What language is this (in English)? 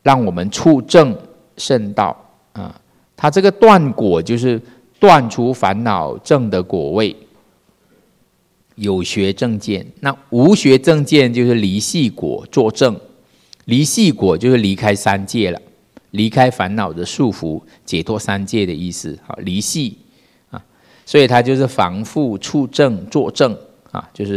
Chinese